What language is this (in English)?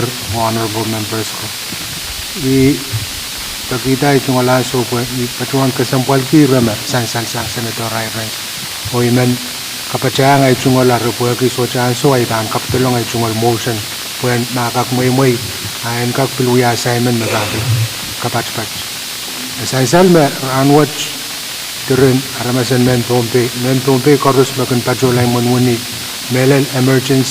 Pohnpeian